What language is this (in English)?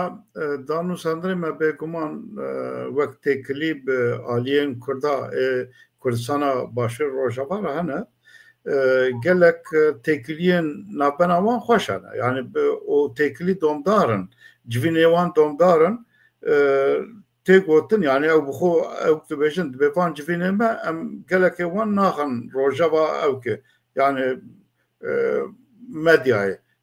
Kurdish